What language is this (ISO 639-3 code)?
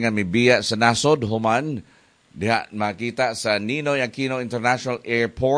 ceb